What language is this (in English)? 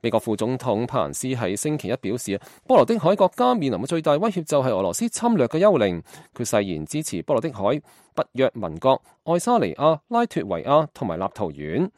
Cantonese